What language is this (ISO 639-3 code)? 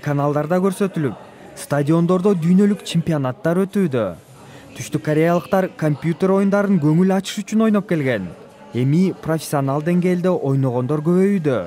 kir